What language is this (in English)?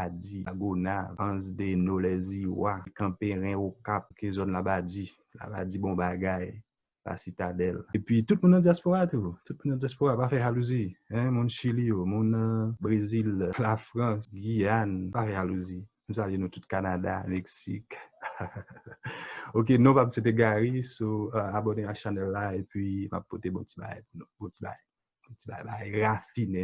Haitian Creole